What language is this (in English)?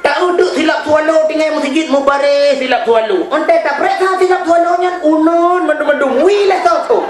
Achinese